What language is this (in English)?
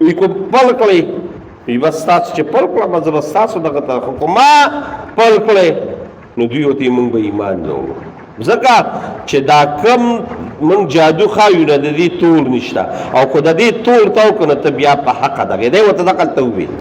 Pashto